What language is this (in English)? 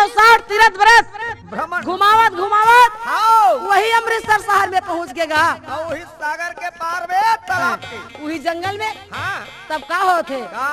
Chhattisgarhi